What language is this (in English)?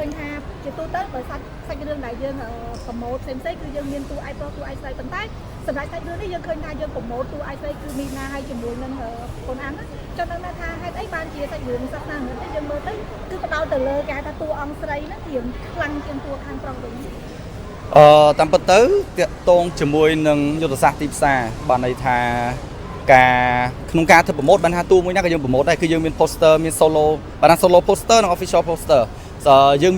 Khmer